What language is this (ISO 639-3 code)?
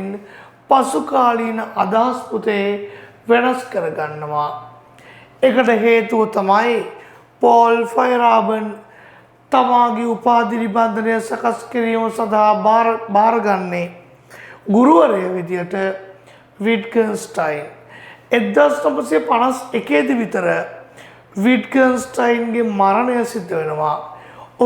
sin